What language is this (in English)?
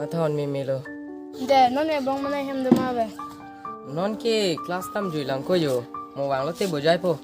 Karbi